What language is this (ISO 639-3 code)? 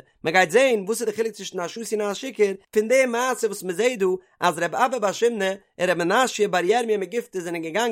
yid